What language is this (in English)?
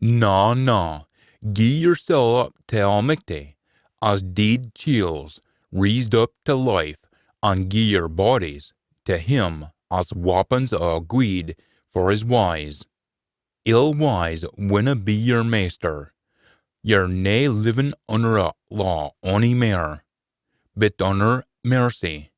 Scots